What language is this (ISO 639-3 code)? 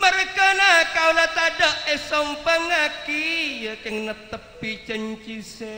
mad